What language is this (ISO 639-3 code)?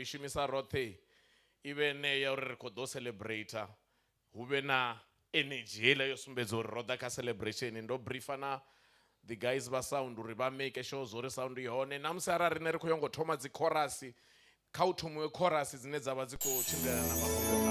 ven